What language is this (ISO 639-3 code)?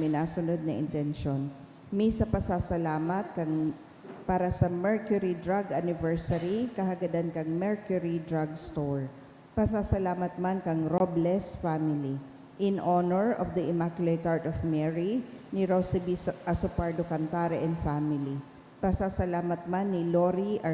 bik